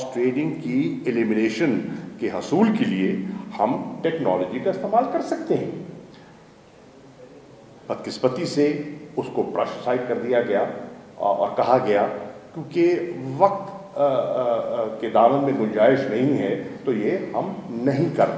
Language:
Urdu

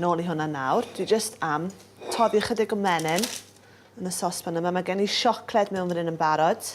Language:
Welsh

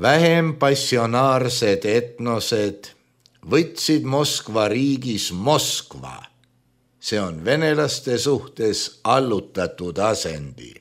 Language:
Estonian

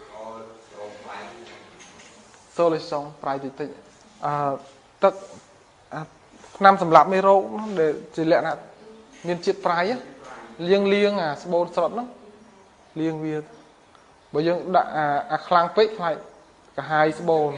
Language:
Khmer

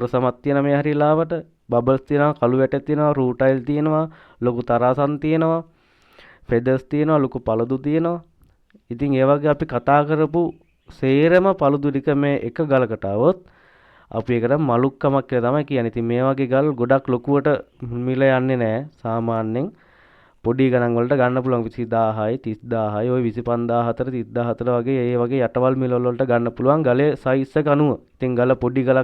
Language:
Sinhala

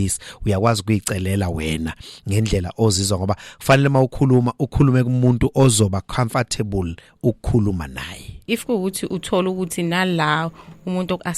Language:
Zulu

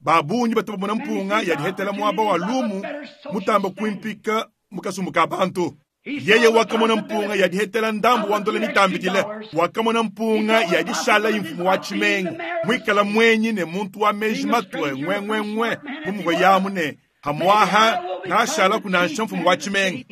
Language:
Luba-Lulua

